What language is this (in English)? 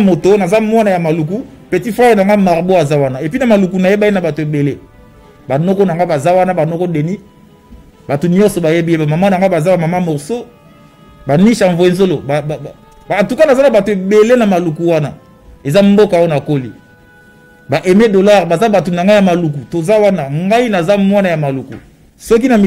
Lingala